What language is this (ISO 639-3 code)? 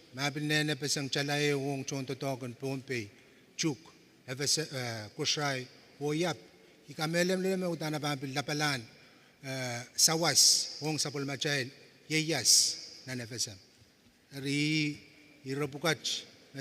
pon